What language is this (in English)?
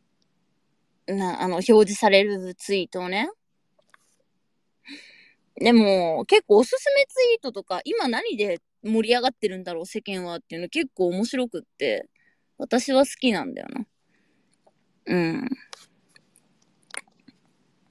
Japanese